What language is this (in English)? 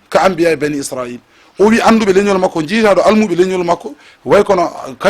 Fula